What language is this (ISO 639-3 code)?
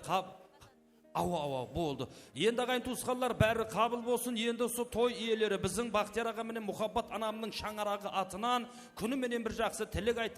kaa